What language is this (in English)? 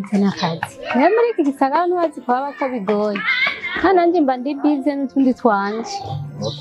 Rundi